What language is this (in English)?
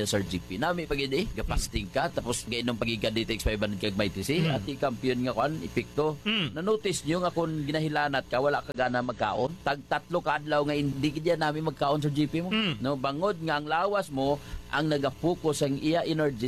Hiligaynon